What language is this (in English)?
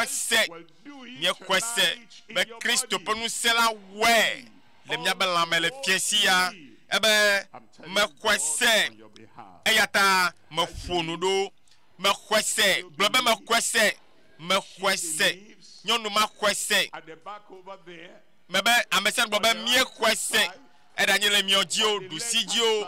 Ewe